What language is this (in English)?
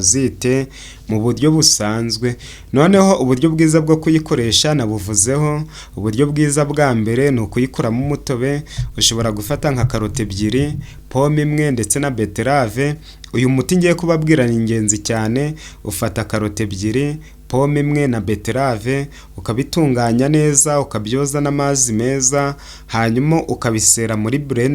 Kinyarwanda